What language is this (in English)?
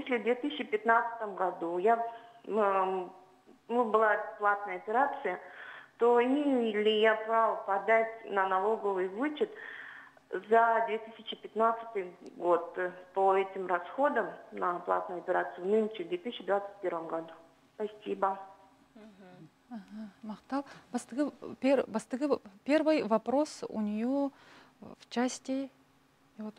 Yakut